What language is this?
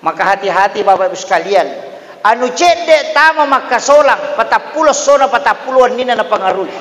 Buginese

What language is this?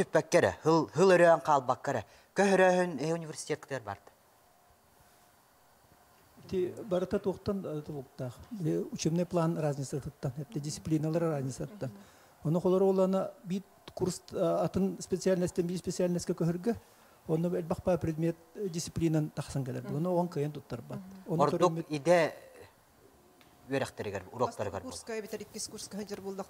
Yakut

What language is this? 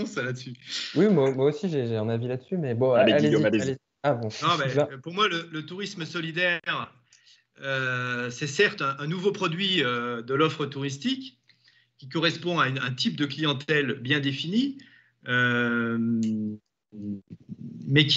French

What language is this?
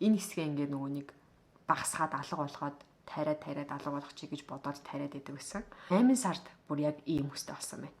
Mongolian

